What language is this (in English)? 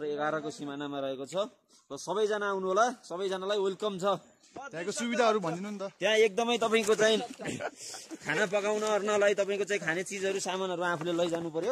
Nepali